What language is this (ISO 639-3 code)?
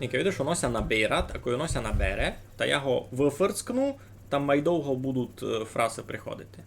rue